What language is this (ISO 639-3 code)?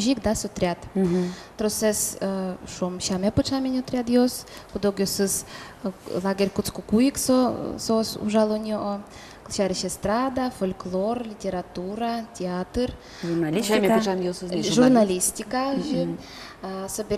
udm